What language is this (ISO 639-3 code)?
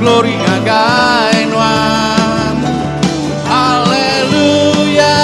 iba